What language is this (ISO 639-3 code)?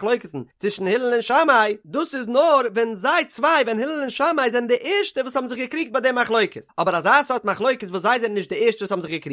yid